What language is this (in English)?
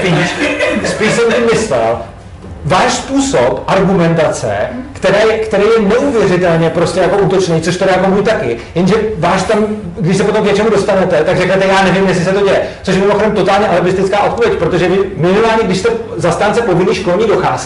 Czech